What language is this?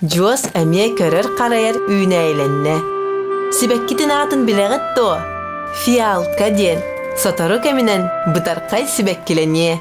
Yakut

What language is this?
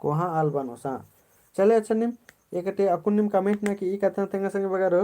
Kurukh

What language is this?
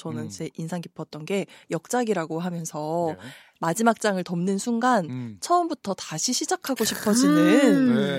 Korean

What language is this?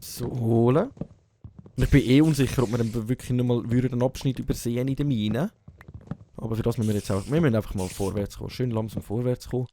Swiss German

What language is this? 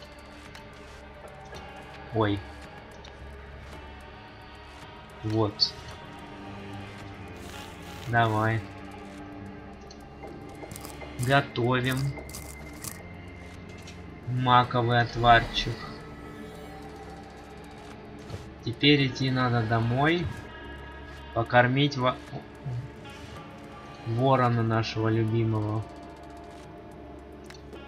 Russian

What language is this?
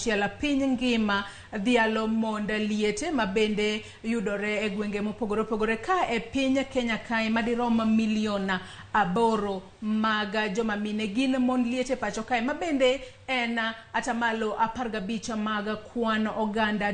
Luo (Kenya and Tanzania)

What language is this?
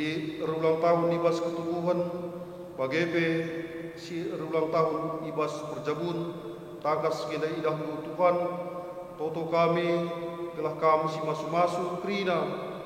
Batak Karo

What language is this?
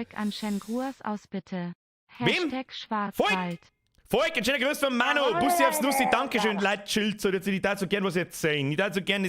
Bavarian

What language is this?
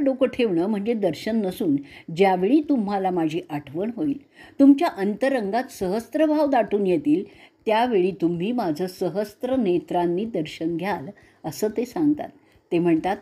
Marathi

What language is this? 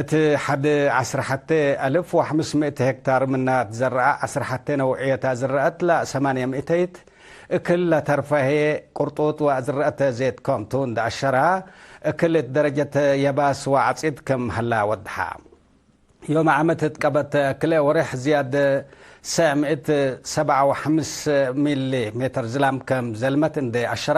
Tigre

